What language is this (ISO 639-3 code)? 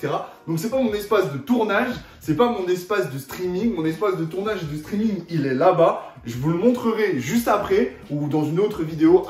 fra